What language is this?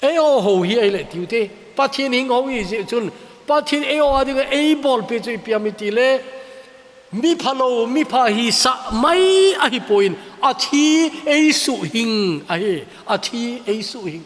Thado Chin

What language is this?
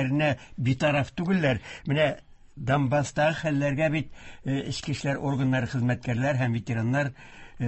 Tatar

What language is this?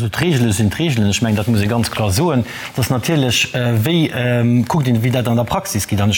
Luxembourgish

